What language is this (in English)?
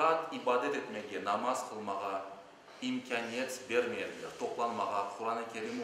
Crimean Tatar